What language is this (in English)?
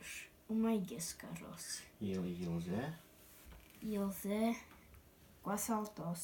Udmurt